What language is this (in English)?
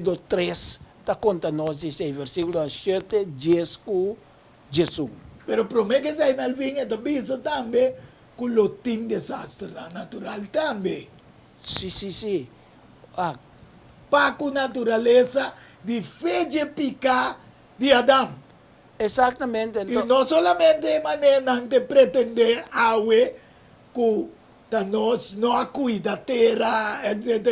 Papiamento